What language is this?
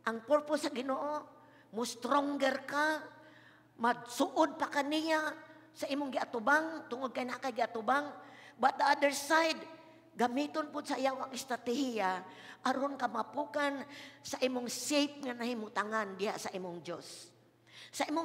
Cebuano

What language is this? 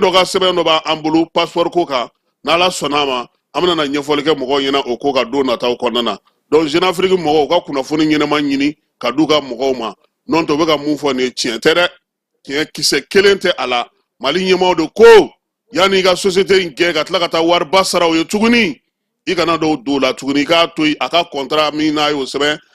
Bambara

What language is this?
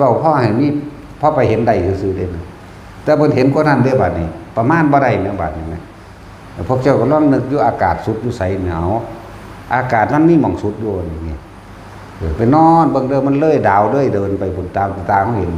Northeastern Thai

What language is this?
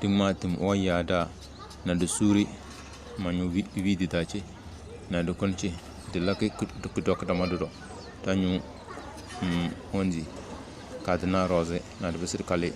Tem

